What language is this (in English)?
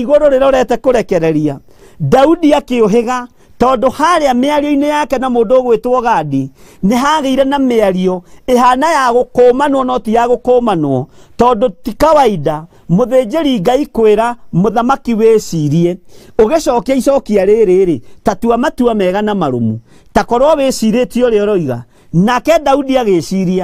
Kikuyu